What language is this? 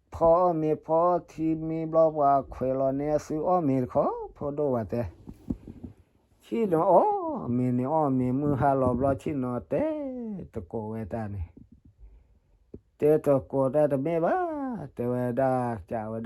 S'gaw Karen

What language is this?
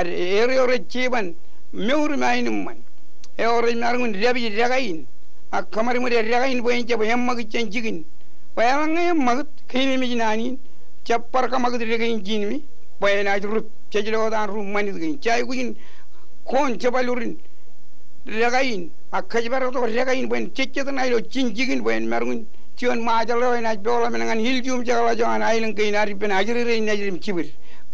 Marshallese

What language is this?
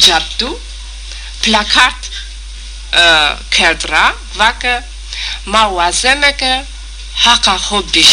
Zaza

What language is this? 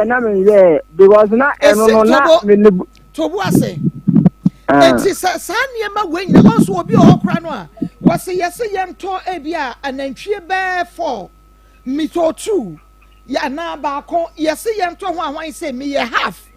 Akan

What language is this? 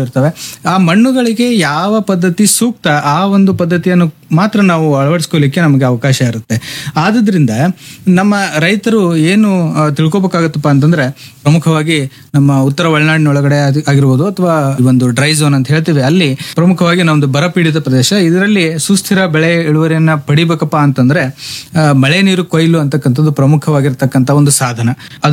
Kannada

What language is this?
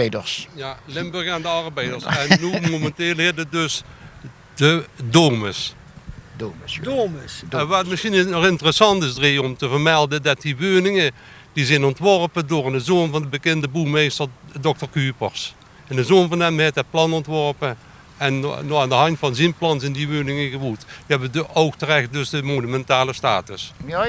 Limburgish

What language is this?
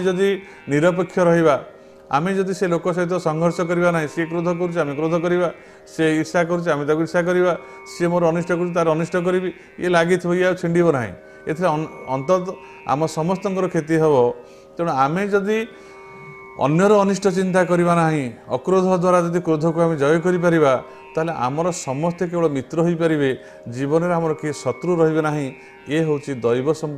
Odia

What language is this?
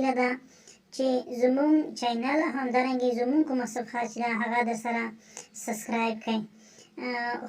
Pashto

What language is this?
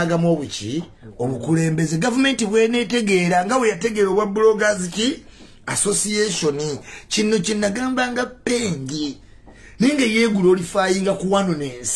Ganda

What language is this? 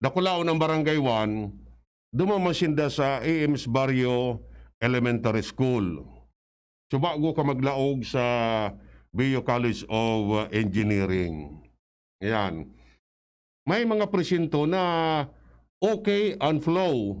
Bikol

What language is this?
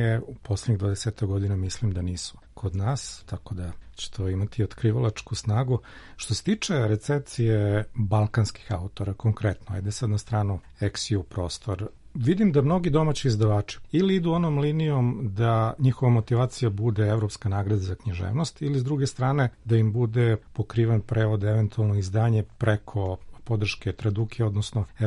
Serbian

